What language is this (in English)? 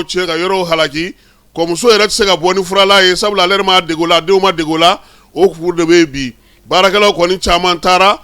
Bambara